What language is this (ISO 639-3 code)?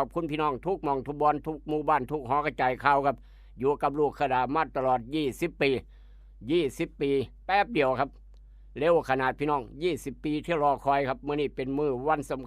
tts